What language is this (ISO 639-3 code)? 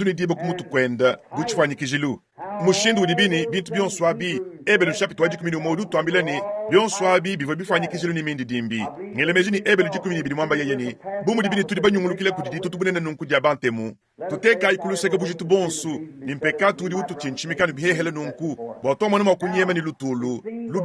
lua